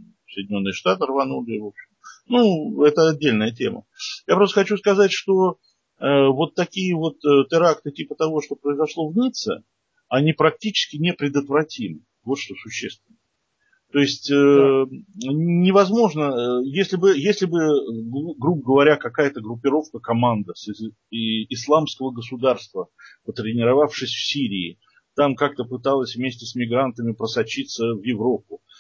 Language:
Russian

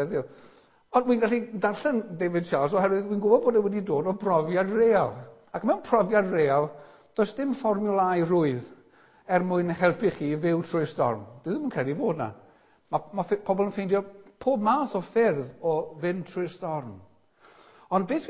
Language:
Welsh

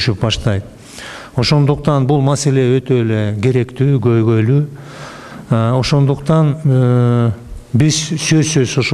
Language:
Kyrgyz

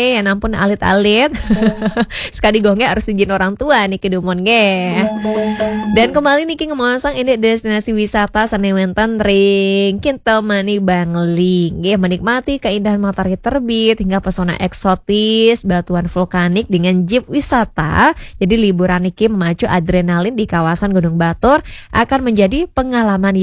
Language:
Balinese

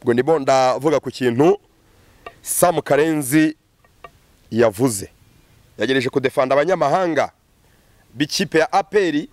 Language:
Kinyarwanda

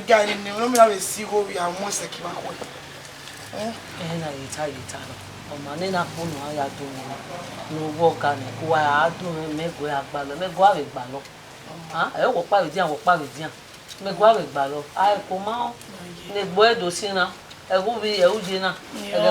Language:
Bini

